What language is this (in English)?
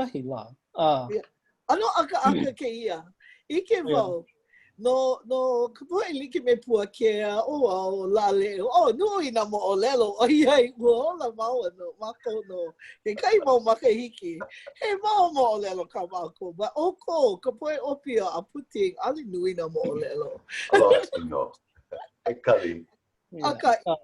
Hawaiian